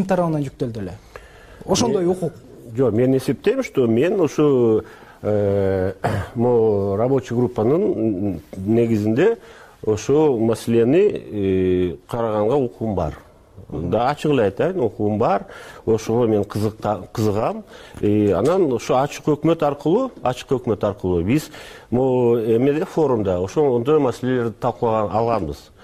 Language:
Kyrgyz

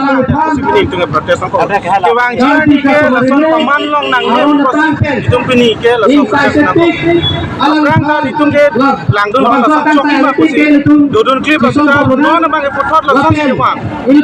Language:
Karbi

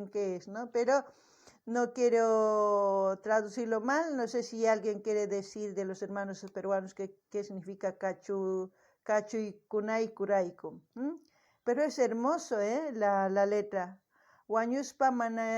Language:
South Bolivian Quechua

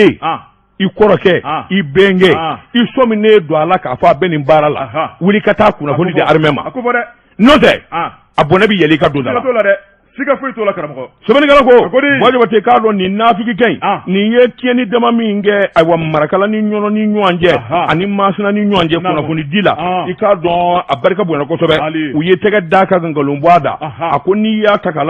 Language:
Bambara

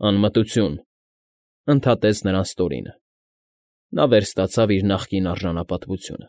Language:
Armenian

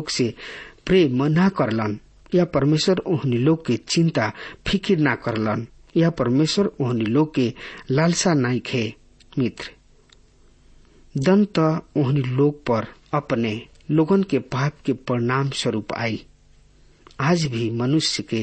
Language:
Bhojpuri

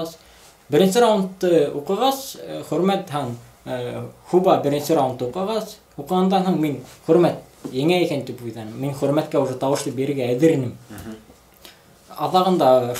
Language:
Bashkir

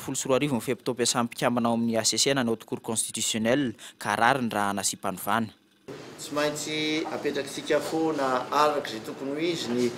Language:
Malagasy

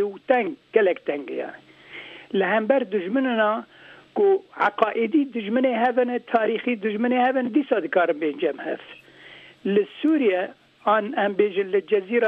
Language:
Kurdish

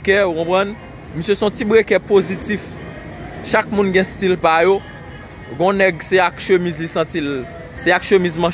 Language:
Haitian Creole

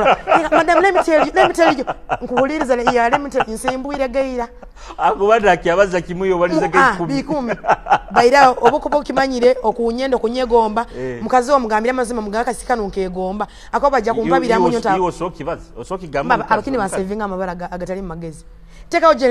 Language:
Tooro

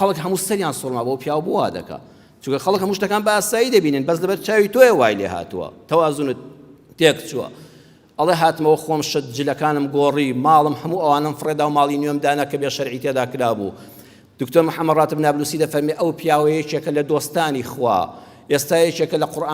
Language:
Central Kurdish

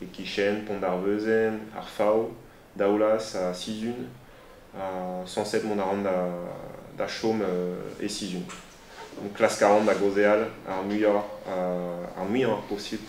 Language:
Breton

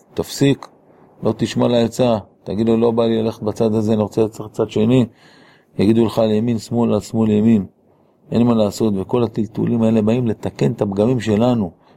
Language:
Hebrew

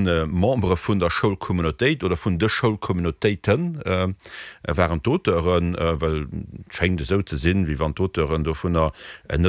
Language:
Luxembourgish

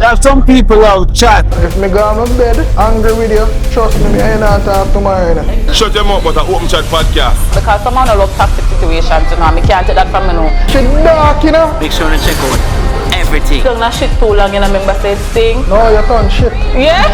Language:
Jamaican Creole English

